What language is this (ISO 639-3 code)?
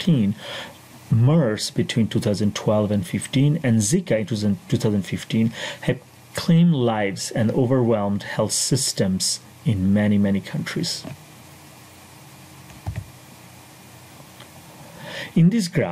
eng